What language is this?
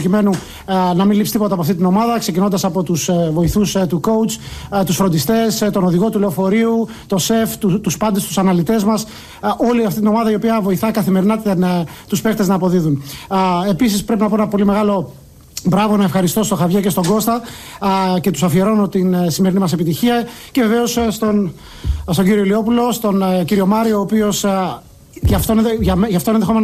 Greek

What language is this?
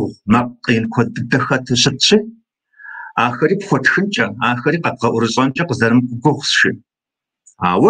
Kabardian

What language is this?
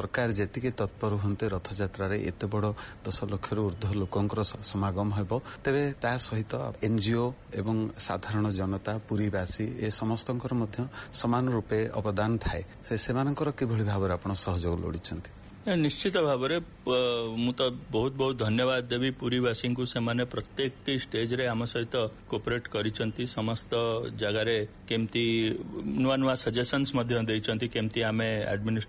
Odia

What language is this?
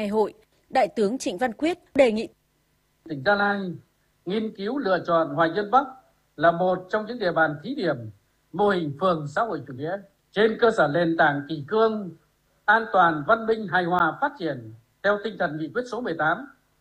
Vietnamese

